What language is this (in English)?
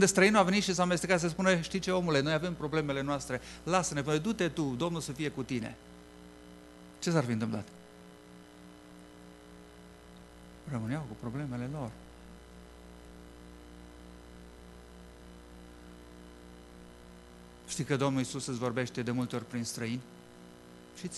Romanian